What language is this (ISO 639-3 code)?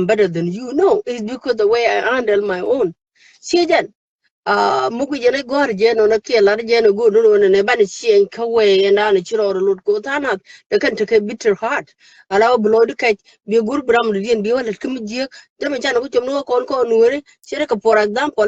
nus